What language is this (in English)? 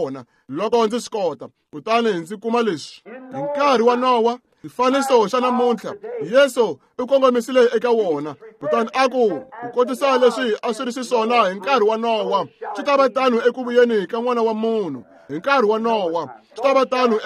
Tsonga